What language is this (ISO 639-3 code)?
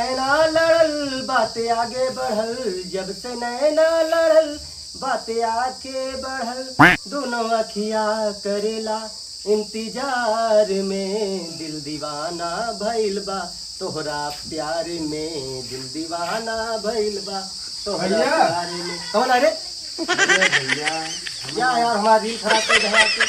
awa